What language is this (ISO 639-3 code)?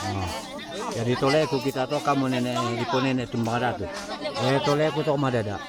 sda